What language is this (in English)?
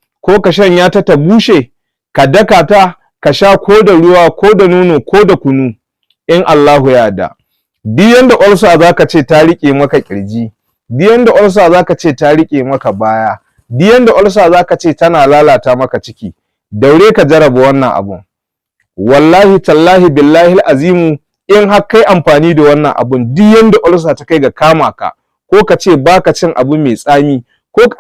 Hausa